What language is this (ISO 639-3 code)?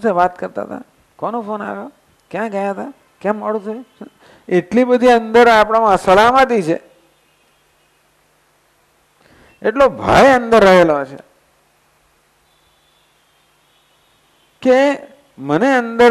guj